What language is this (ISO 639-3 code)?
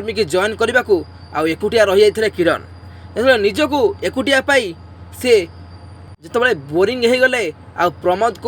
ori